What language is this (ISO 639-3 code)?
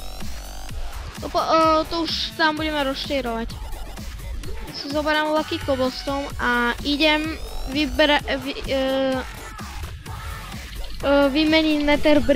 slk